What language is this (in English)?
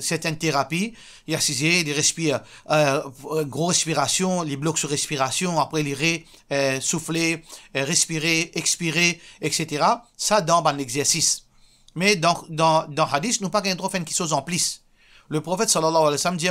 Morisyen